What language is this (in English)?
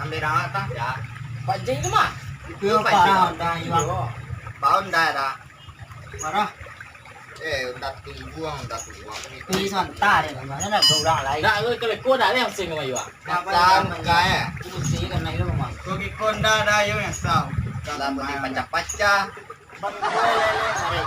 Minangkabau